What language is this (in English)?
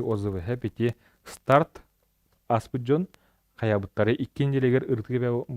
Yakut